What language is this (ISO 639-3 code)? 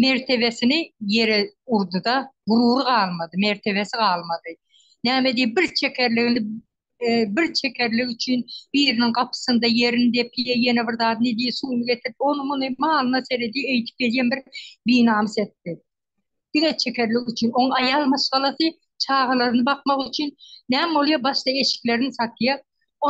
tuk